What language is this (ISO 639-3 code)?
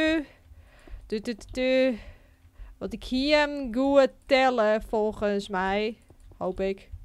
fry